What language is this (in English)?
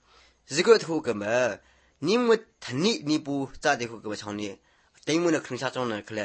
Burmese